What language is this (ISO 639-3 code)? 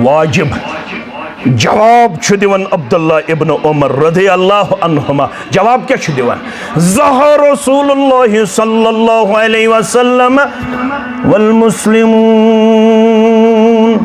kas